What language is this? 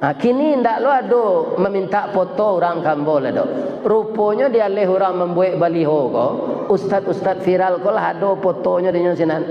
Minangkabau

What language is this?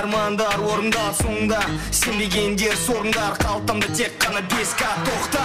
Kara-Kalpak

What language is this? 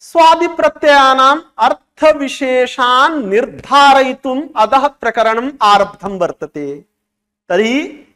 Sanskrit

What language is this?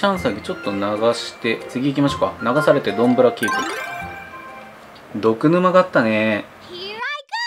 Japanese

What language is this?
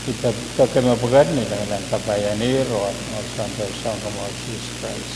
Pohnpeian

